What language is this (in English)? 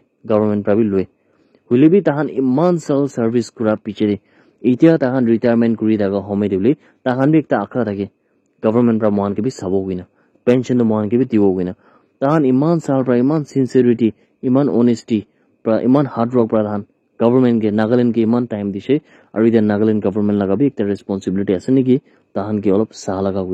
Naga Pidgin